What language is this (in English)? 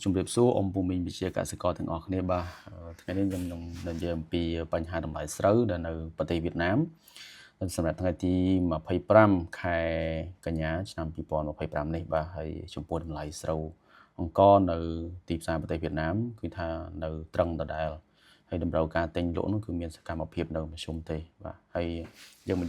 Khmer